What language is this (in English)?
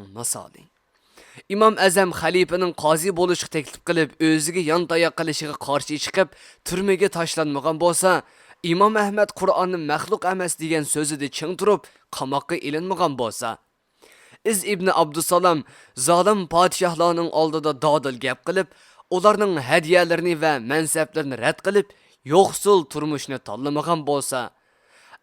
Uyghur